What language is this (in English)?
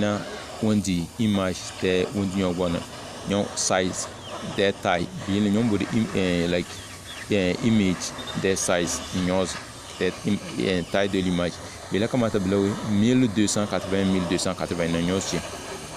Tem